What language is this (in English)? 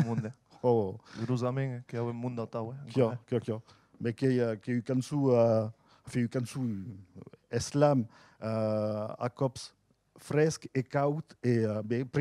Occitan